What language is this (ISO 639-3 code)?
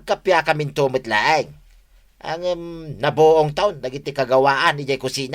ilo